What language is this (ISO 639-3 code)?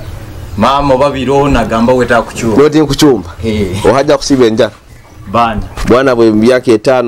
nyo